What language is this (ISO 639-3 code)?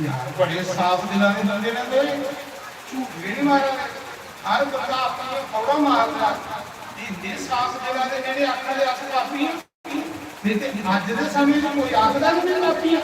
doi